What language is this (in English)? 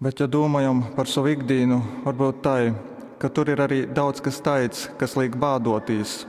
Latgalian